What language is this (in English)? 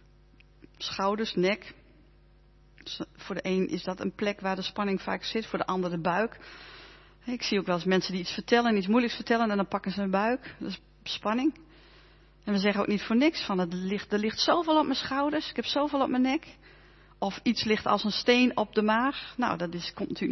Dutch